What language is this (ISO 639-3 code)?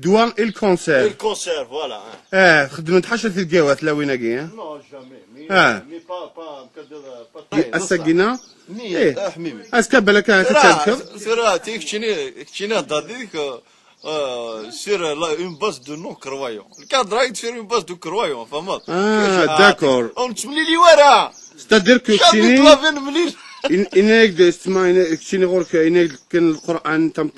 kab